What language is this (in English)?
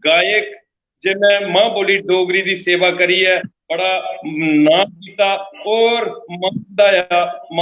Dogri